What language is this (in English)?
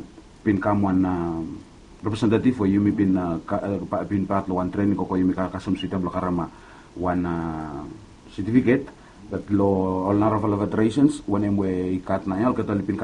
Bislama